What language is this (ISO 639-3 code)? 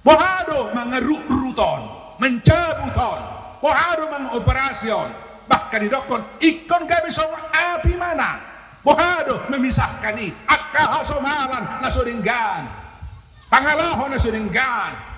bbc